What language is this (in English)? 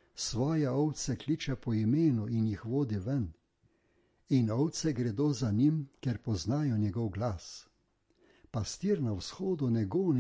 Slovenian